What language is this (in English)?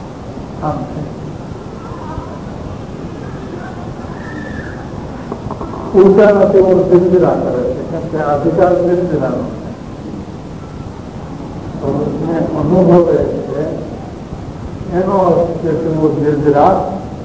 Gujarati